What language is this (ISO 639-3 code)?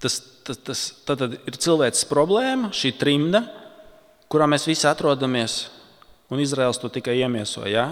lav